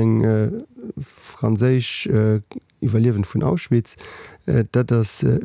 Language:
Luxembourgish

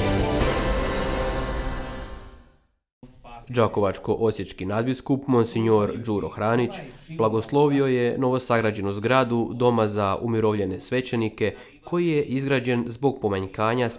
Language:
Croatian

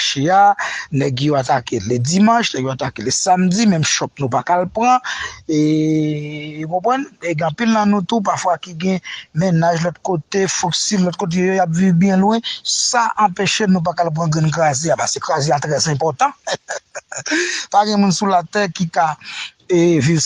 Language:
Haitian Creole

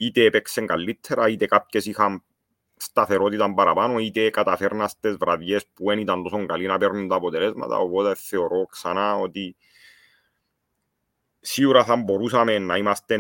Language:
Greek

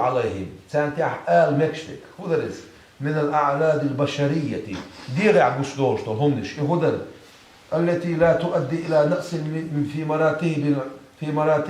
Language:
Chechen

